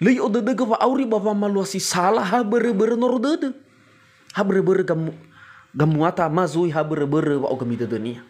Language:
Nias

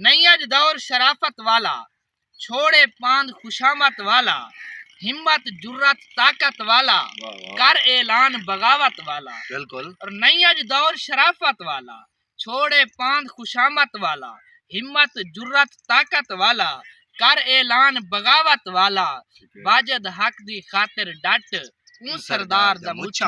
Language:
Saraiki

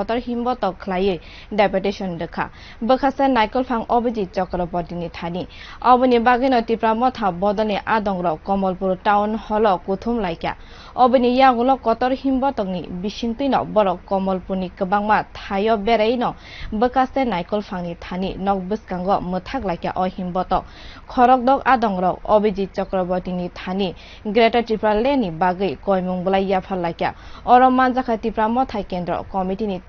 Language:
Kok Borok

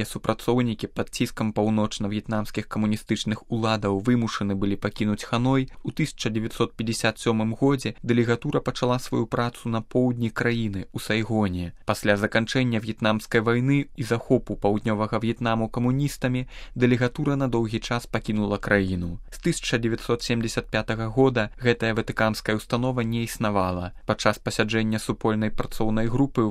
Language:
Belarusian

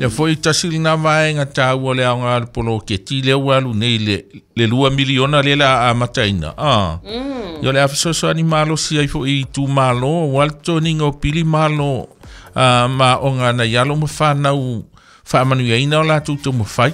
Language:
Samoan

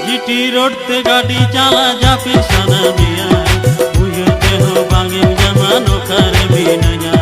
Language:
Santali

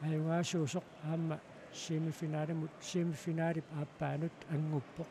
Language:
Kalaallisut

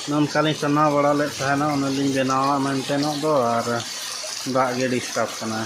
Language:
Santali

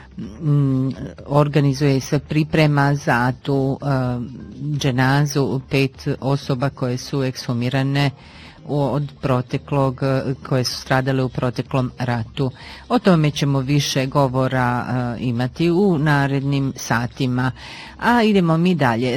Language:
Bosnian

